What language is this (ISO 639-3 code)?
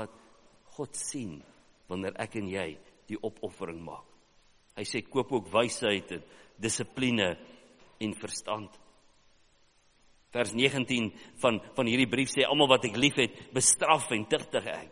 afr